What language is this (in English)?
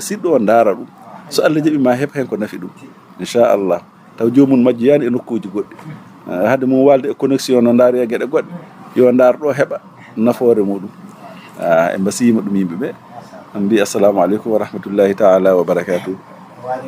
Fula